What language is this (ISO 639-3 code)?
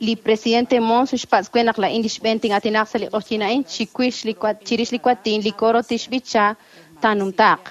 kek